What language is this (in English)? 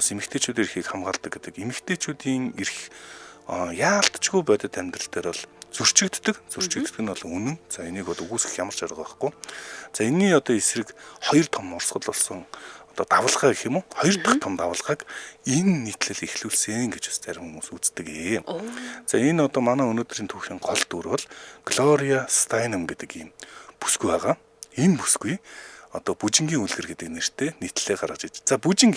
Mongolian